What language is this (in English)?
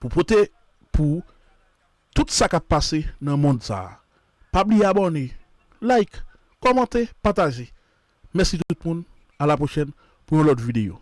Haitian Creole